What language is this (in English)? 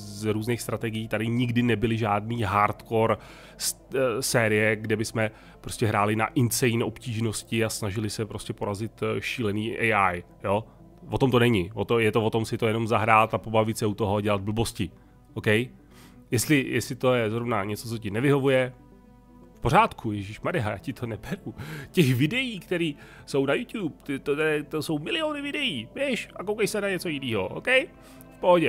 Czech